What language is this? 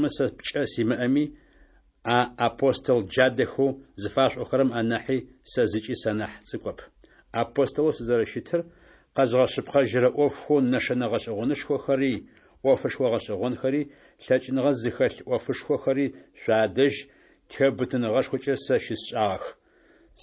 Adyghe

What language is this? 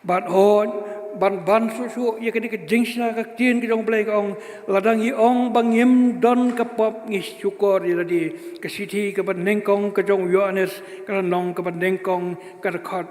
Khasi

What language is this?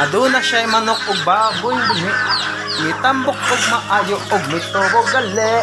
Cebuano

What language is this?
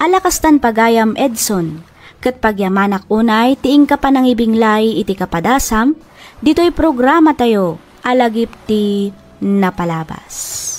Iloko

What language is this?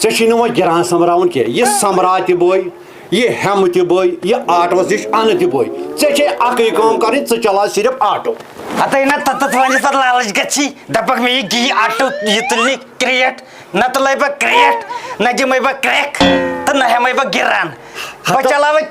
Kashmiri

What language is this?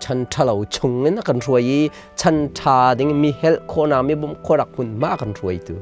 Hakha Chin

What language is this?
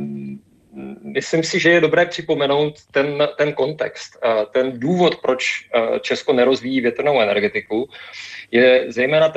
Czech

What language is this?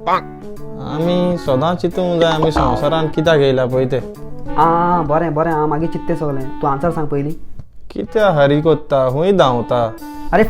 Konkani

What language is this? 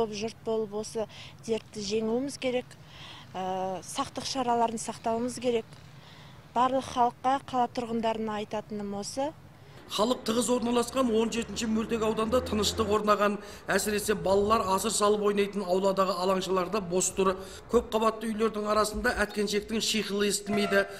Kyrgyz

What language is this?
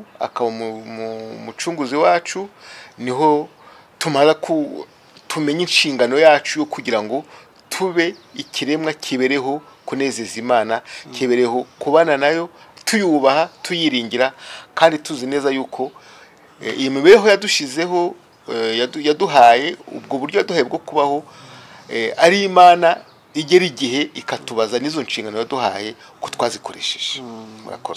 Kinyarwanda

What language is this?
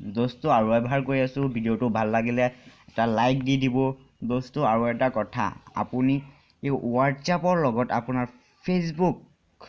Assamese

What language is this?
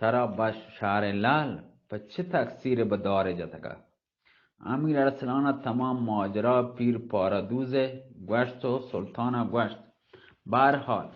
Baluchi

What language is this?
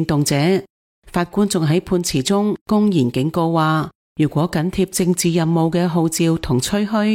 Cantonese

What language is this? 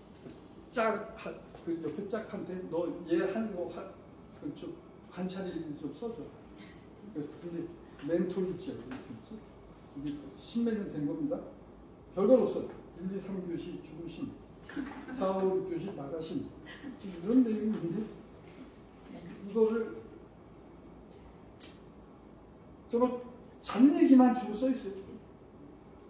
Korean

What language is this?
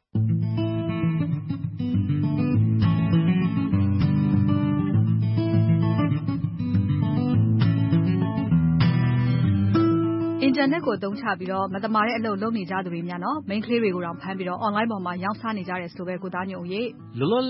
Burmese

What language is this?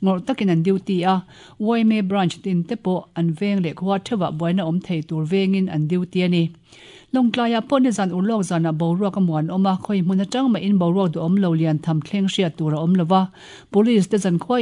Mizo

